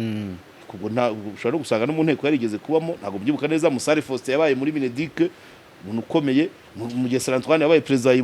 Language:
Kinyarwanda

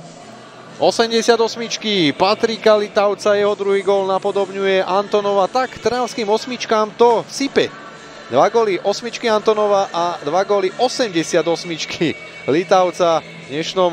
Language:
Slovak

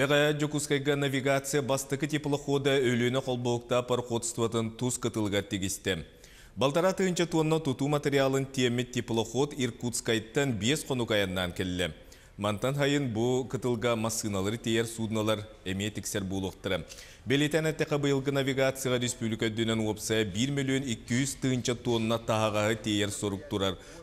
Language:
Yakut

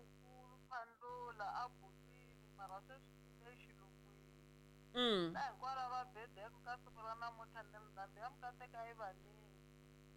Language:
Tsonga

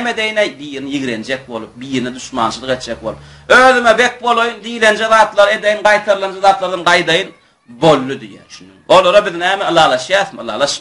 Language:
Turkmen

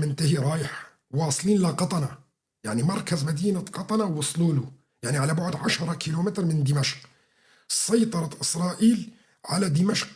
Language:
North Levantine Arabic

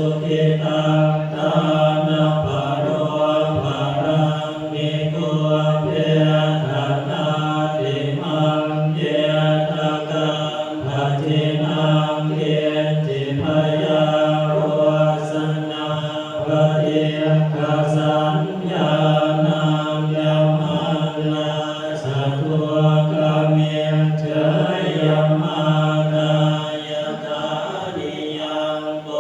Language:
Pali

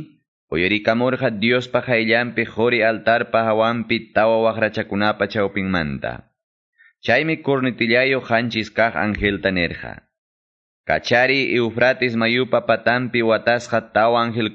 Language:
Quechua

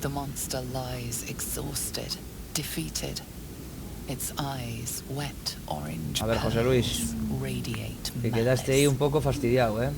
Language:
Asturian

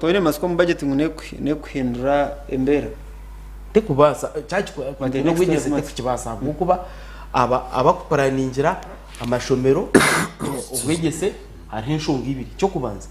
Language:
Nyankole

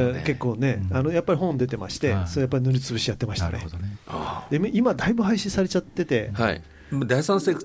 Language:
Japanese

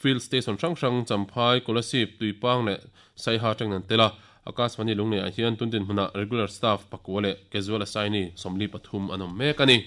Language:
Mizo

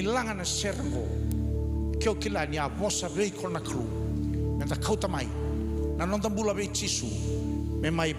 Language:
Fijian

